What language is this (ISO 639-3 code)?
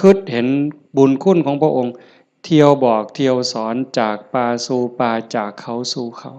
tts